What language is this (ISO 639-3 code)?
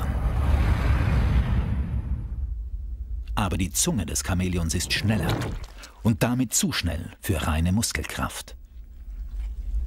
deu